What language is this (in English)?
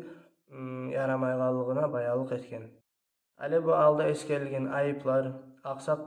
Kumyk